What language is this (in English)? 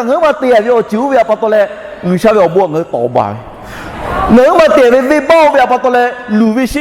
Lahu